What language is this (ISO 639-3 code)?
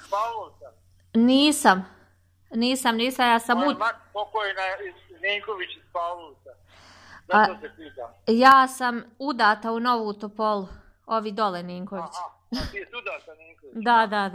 srp